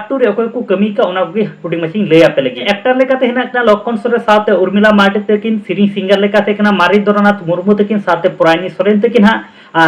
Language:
Santali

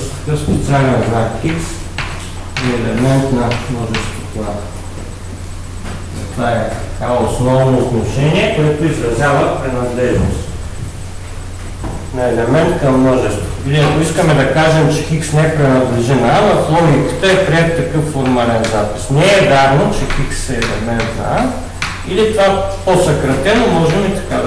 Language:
Bulgarian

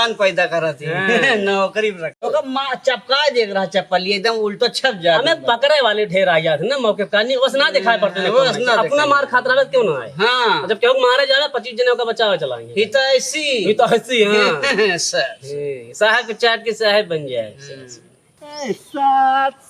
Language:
Awadhi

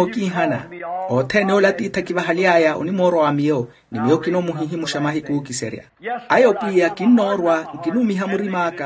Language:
Makhuwa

